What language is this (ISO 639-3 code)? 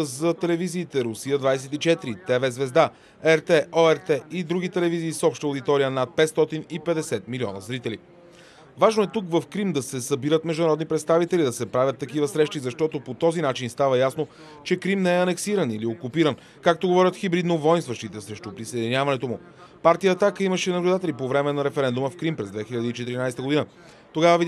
bul